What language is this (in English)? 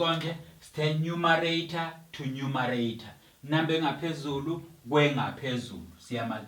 Zulu